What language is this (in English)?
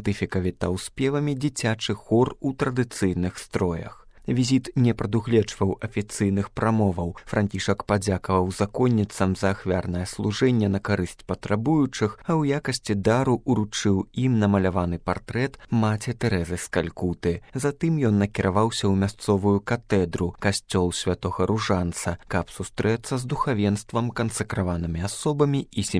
Belarusian